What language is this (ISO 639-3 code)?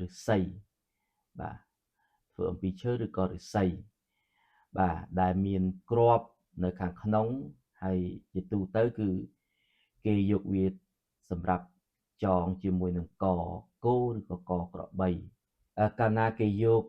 khm